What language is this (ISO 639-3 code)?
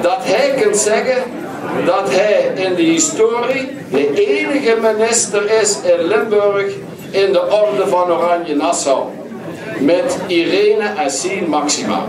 lim